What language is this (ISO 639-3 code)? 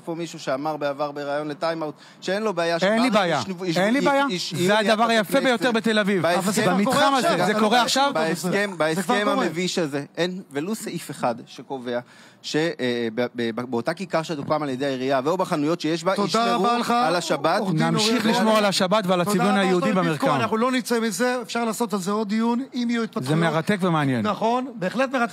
heb